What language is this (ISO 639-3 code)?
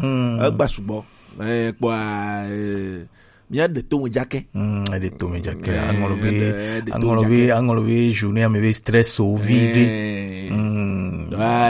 gej